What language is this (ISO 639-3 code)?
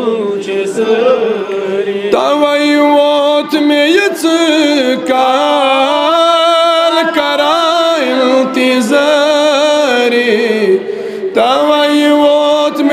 kas